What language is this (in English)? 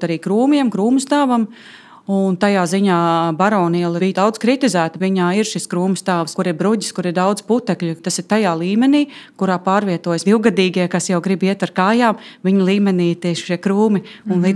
Latvian